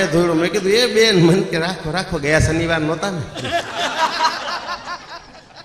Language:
Gujarati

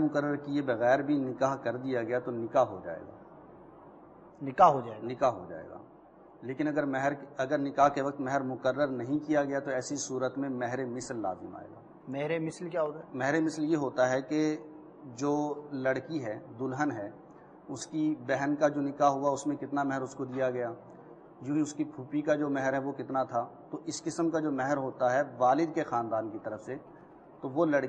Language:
Urdu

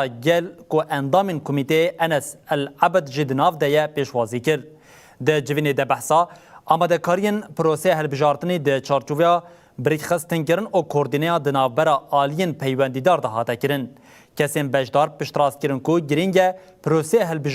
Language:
Kurdish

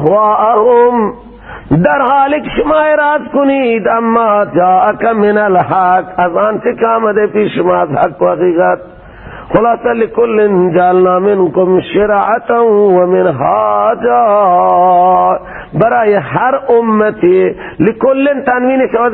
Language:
Persian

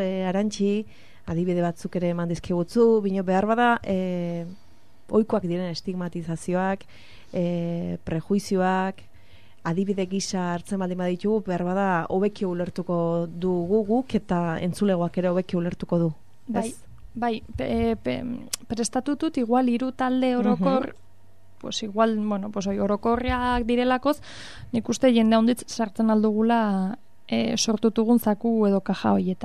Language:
Basque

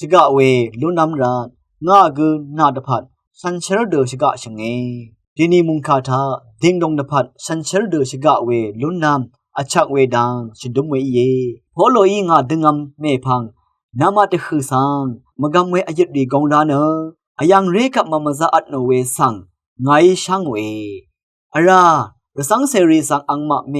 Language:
Rawang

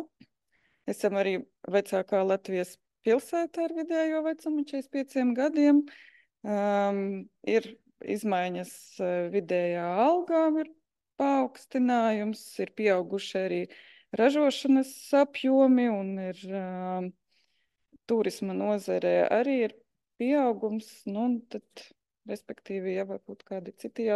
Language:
Latvian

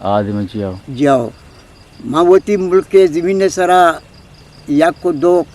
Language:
Eastern Balochi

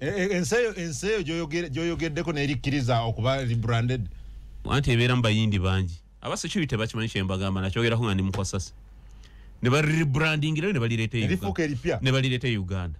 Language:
Ganda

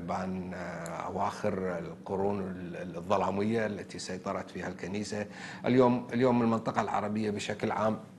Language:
Arabic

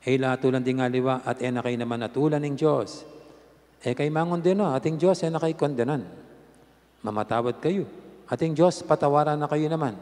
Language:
Pampanga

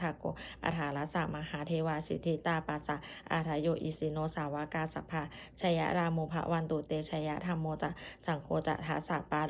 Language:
Pali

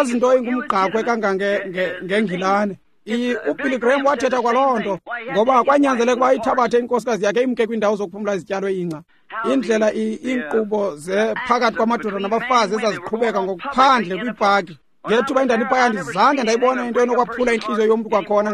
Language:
Xhosa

